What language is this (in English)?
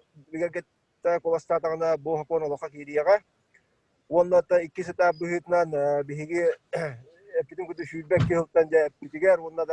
Yakut